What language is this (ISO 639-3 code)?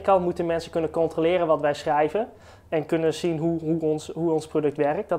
nld